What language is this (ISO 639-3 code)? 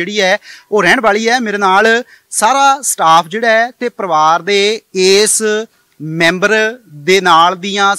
pan